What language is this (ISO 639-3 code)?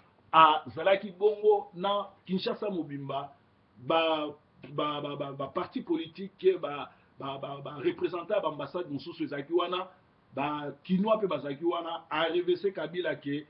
lin